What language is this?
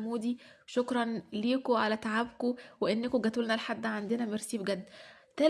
Egyptian Arabic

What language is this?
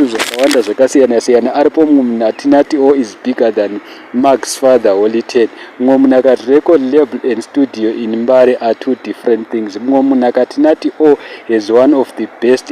Shona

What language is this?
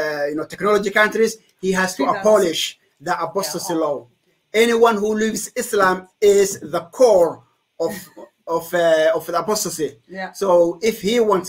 English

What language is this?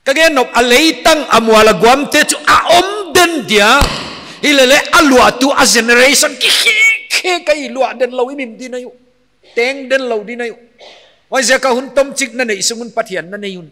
Paite Chin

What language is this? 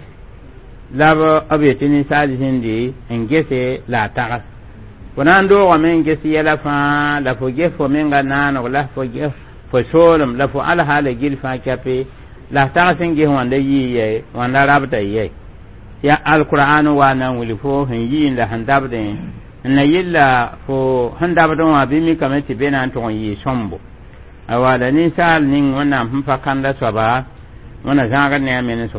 Mossi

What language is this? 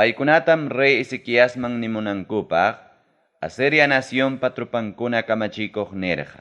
Ayacucho Quechua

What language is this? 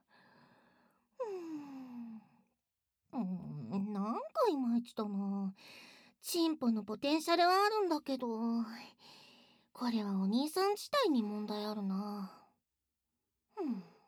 Japanese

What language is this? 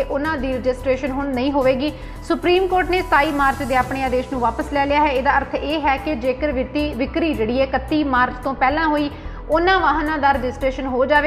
Punjabi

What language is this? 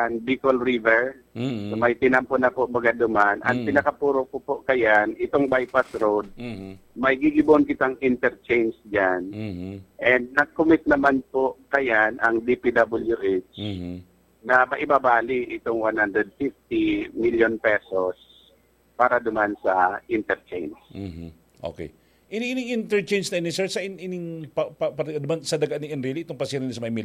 Bikol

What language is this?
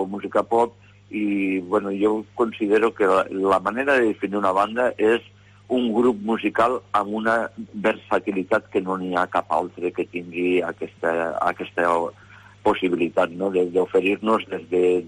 Catalan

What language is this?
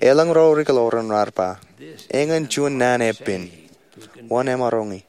Marshallese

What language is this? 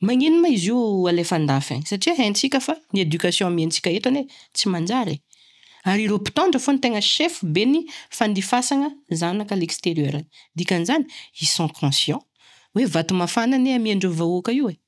Malagasy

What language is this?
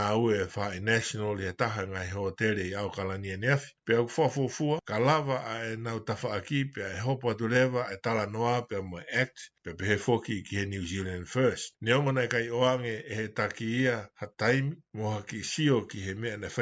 Tongan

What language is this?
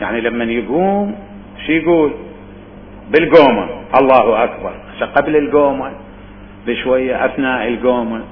Mesopotamian Arabic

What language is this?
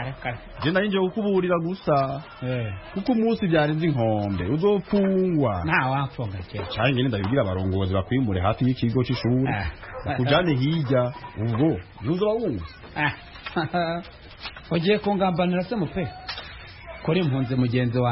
Kinyarwanda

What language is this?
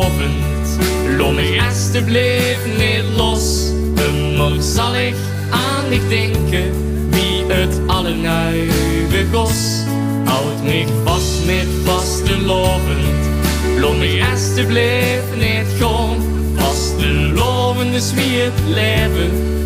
Limburgish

